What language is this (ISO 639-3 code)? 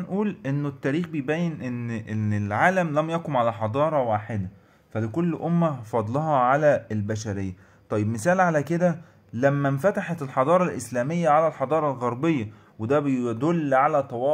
arz